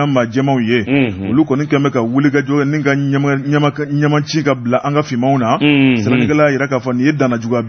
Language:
Bambara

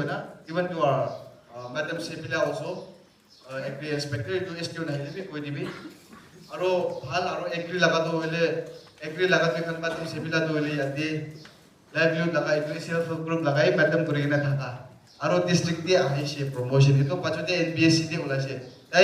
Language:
Naga Pidgin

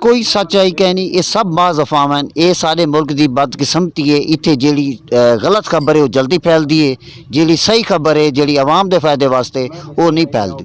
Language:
Saraiki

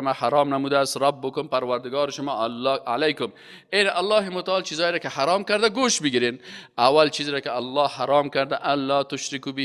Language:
Persian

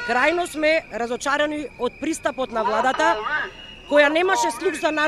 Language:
Macedonian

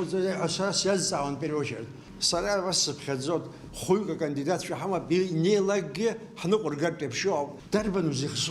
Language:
Abkhazian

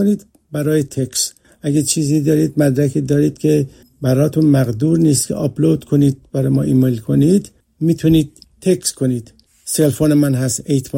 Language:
Persian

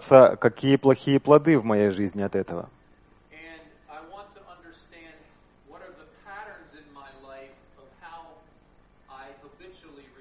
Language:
Russian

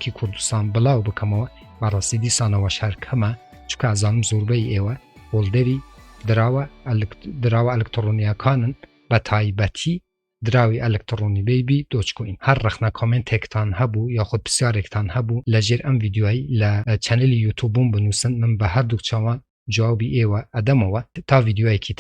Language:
Central Kurdish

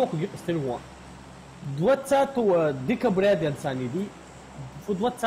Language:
Ingush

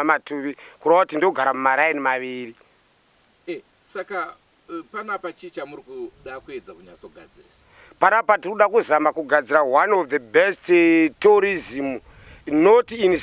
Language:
Shona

